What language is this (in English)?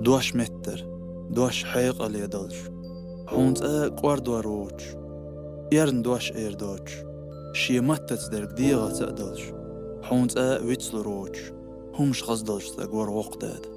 Chechen